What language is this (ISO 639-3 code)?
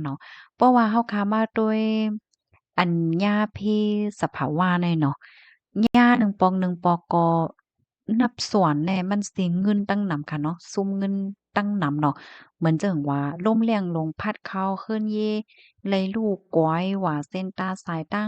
shn